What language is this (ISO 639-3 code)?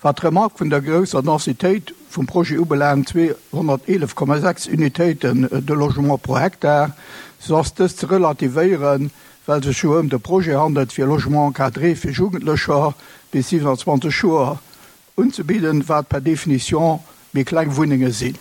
ltz